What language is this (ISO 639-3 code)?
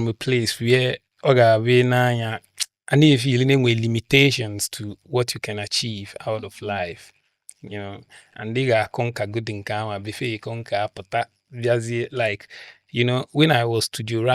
ibo